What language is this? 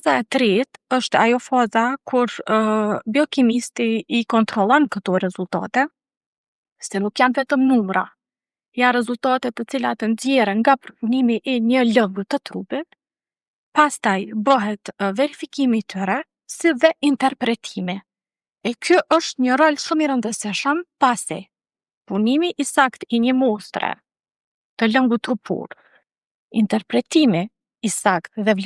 Albanian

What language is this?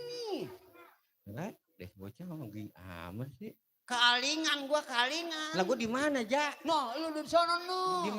Betawi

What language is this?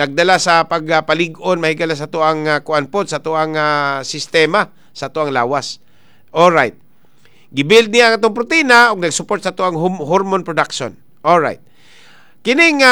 Cebuano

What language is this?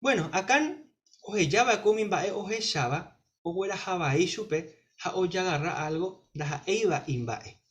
Guarani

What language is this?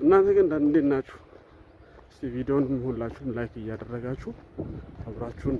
Amharic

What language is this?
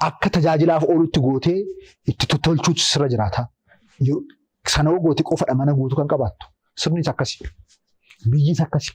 Oromo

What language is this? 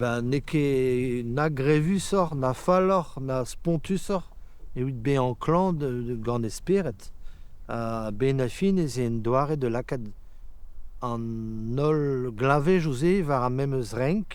Breton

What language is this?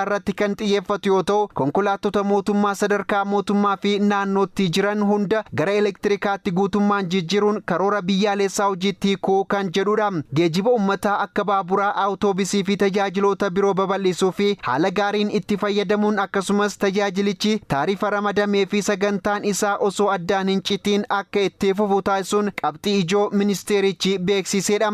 Oromo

